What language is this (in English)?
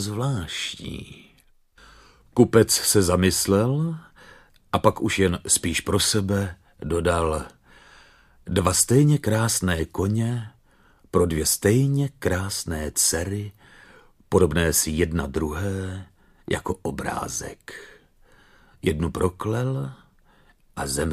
Czech